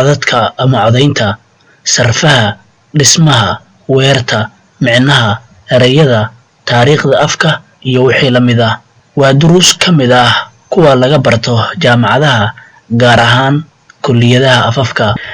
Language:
Somali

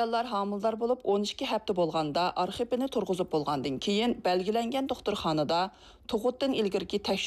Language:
Uyghur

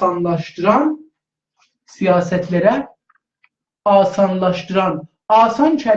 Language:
South Azerbaijani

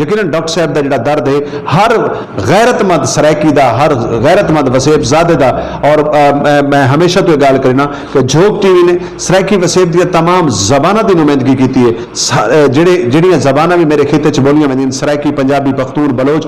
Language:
Saraiki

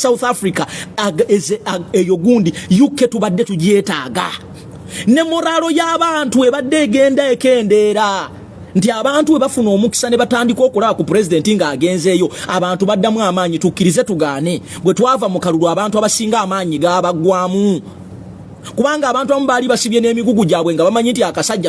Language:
Ganda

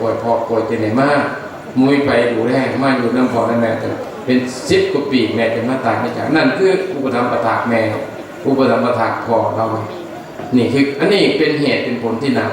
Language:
Northeastern Thai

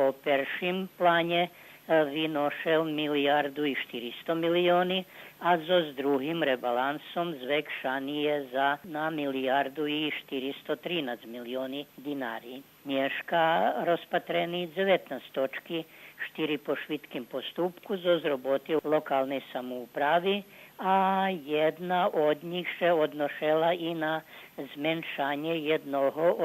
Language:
Rusyn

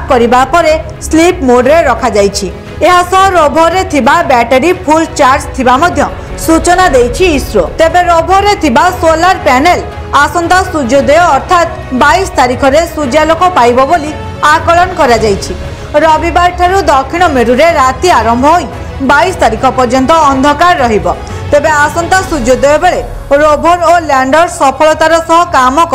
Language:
Odia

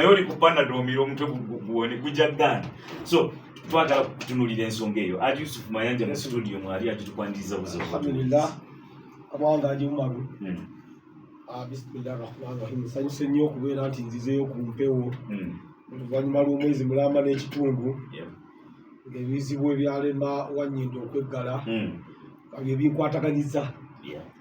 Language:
Ganda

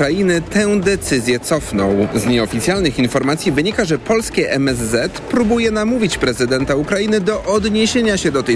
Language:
Polish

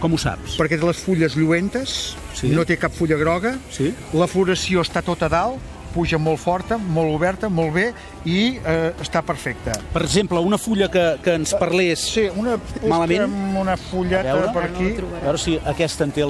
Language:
Catalan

